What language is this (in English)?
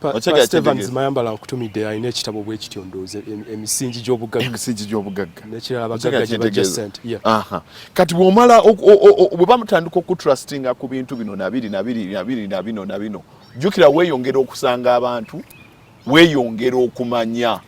Ganda